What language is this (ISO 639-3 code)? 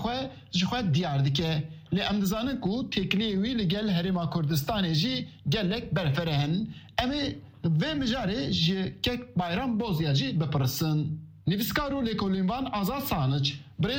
kur